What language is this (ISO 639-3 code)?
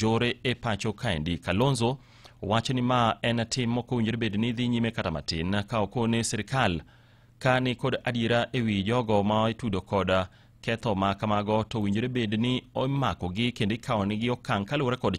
luo